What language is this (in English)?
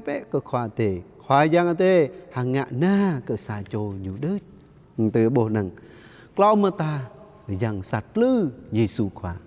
Jarai